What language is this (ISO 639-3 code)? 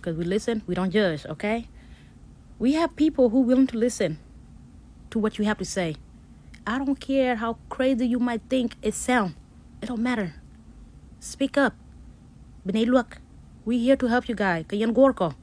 nus